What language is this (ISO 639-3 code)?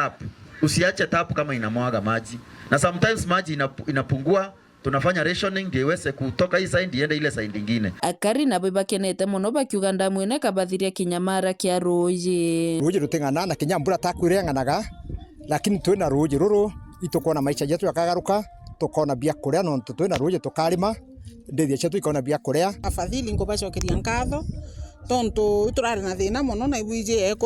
mer